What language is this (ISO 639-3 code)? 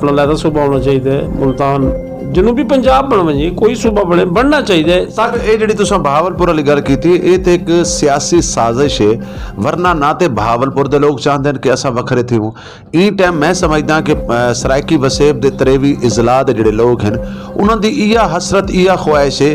skr